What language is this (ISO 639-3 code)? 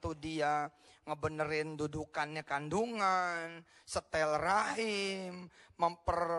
ind